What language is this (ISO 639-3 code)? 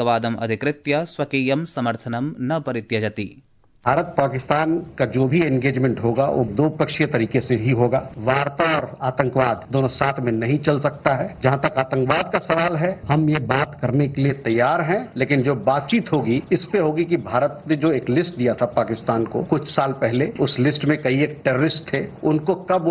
san